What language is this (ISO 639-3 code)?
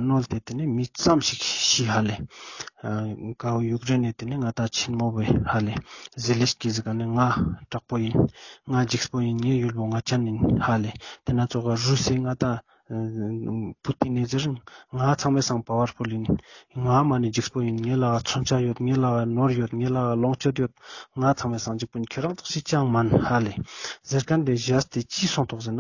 lbj